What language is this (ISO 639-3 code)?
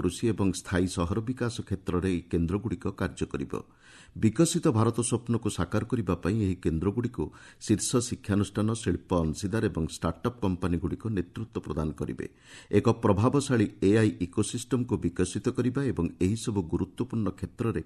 ori